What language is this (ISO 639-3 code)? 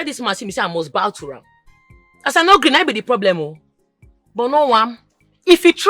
pcm